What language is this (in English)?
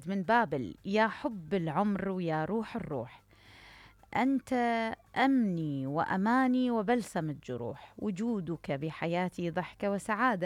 Mesopotamian Arabic